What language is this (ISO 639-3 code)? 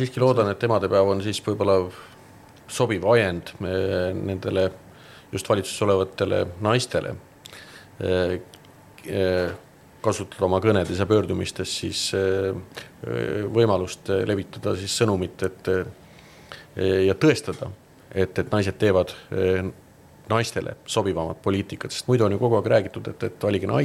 est